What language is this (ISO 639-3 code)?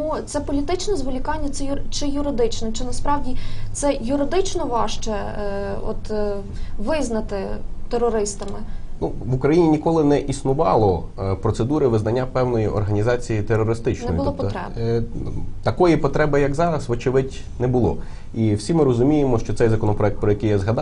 ukr